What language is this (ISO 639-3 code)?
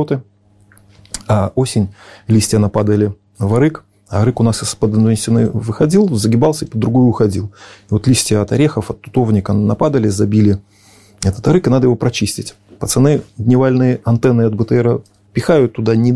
rus